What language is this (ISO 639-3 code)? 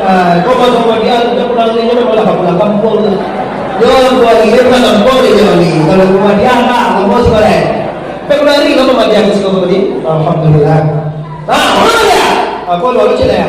min